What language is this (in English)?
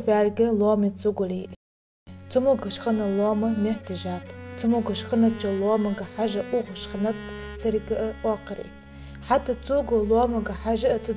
Ingush